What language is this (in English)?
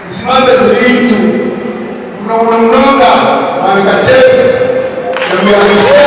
Nyankole